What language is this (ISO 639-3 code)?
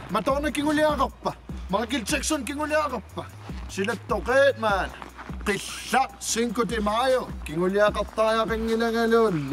kal